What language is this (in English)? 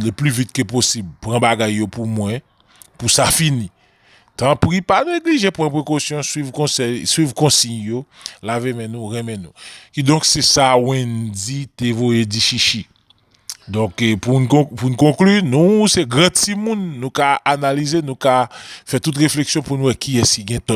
Haitian Creole